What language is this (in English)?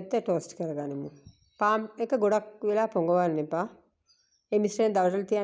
Sinhala